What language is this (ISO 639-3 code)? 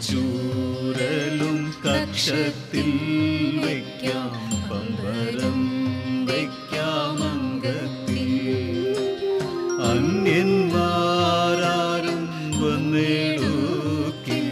mal